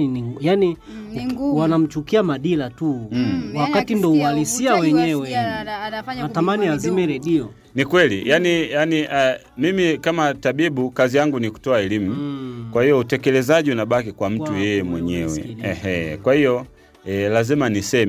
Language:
Swahili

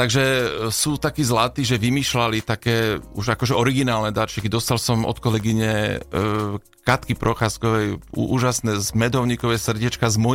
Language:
Slovak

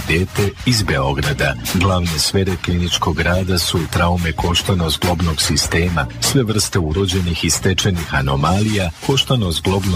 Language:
Serbian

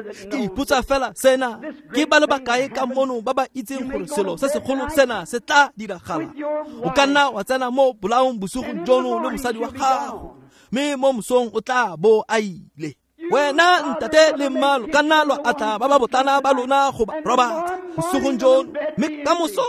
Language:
Tswana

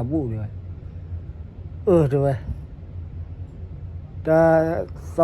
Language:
S'gaw Karen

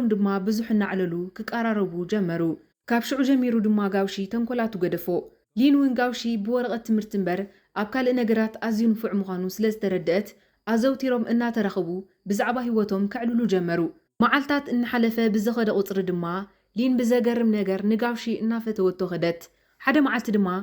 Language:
Tigrinya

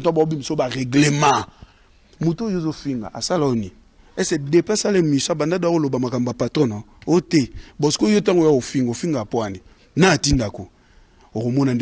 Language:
Lingala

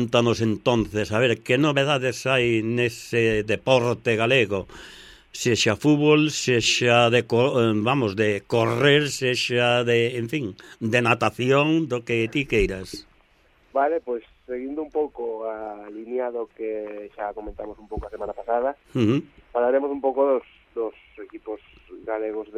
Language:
Galician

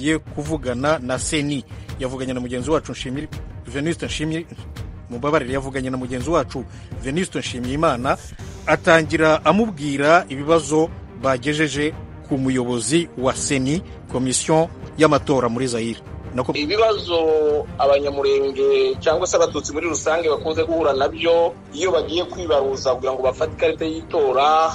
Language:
Kinyarwanda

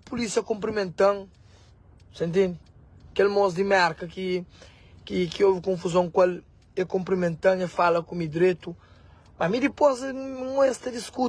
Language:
Kabuverdianu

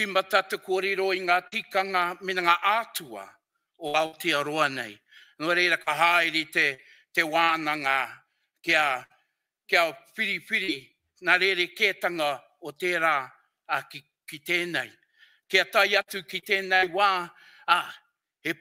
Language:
Māori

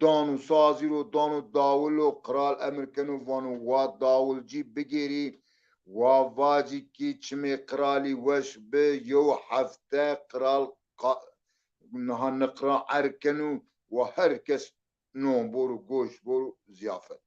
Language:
Zaza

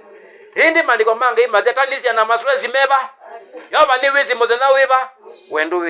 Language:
Kamba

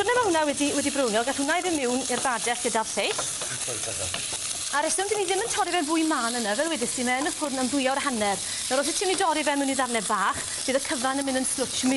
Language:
Welsh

